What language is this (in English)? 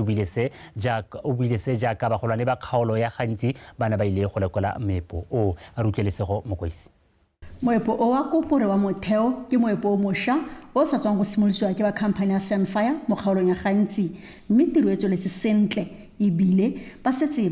Tswana